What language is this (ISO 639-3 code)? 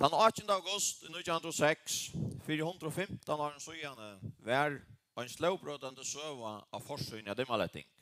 fao